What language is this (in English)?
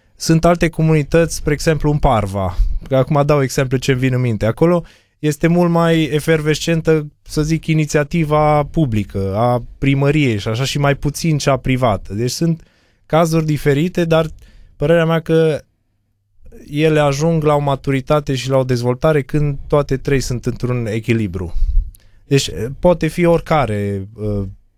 Romanian